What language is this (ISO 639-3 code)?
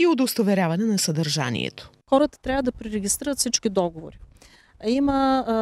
bul